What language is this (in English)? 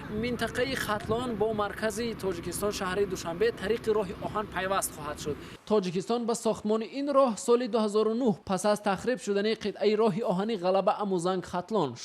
Tajik